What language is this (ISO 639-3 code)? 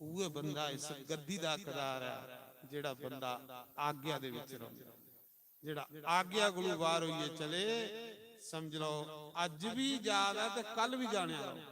doi